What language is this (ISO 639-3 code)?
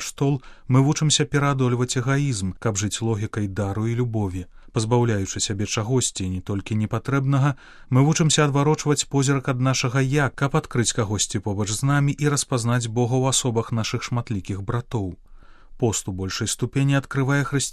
bel